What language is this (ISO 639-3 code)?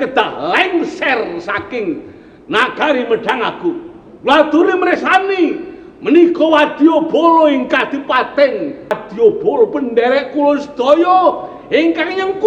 jav